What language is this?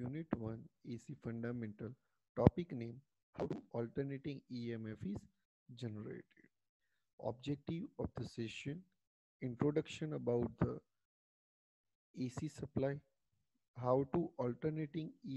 Gujarati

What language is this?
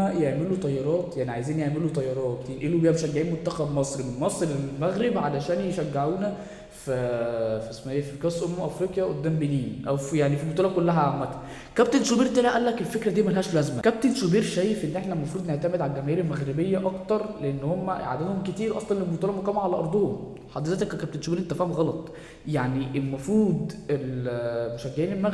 Egyptian Arabic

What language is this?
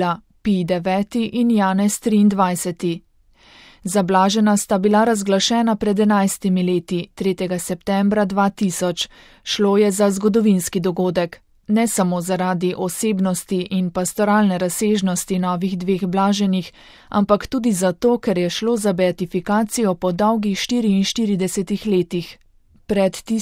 Slovenian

